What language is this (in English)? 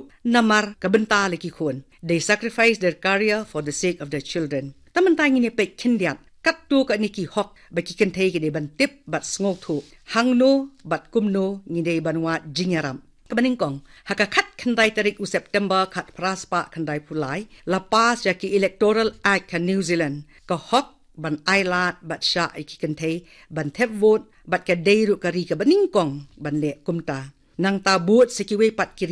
Khasi